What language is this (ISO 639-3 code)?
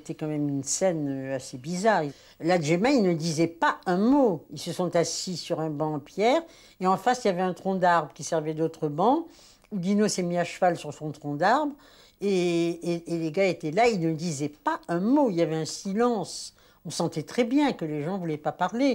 fra